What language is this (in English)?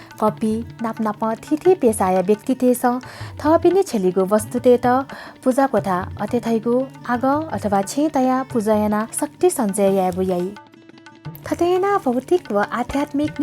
Newari